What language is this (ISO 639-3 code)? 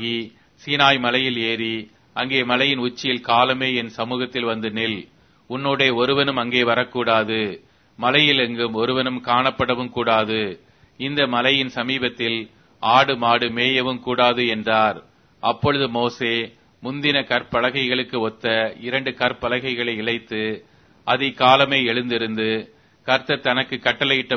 tam